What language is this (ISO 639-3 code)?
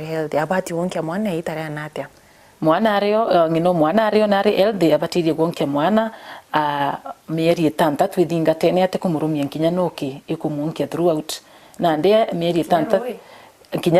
mer